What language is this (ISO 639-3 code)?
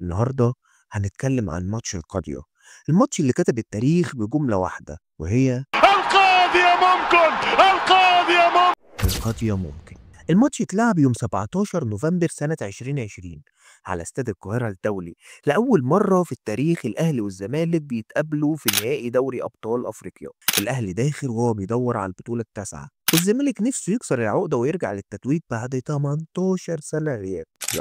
arz